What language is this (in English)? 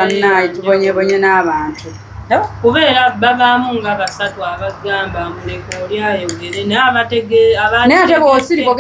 Ganda